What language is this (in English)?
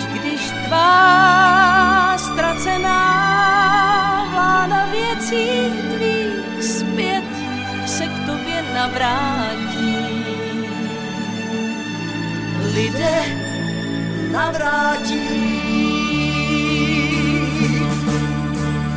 Czech